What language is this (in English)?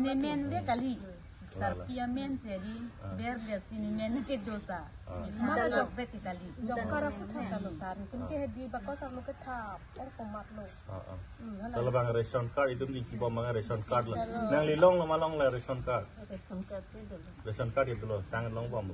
Karbi